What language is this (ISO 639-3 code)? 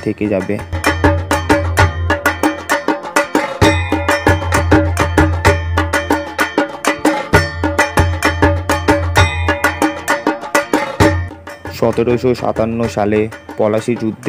ben